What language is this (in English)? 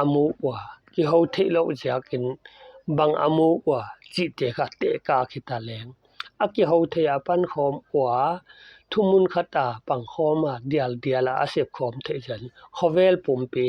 Paite Chin